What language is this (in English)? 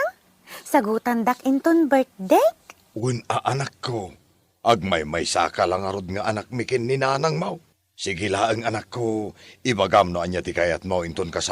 Iloko